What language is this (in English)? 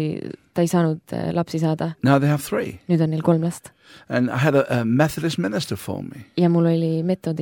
Estonian